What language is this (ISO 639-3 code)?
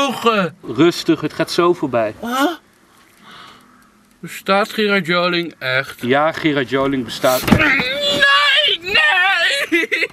nld